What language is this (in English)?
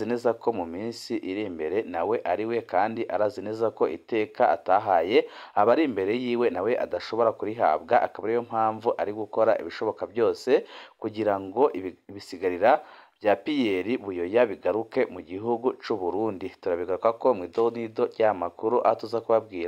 Rundi